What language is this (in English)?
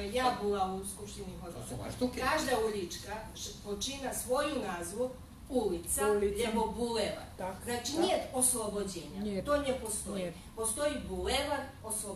Rusyn